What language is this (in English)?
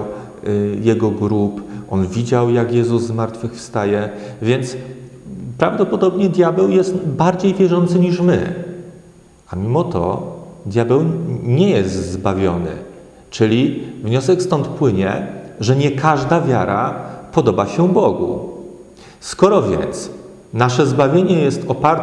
Polish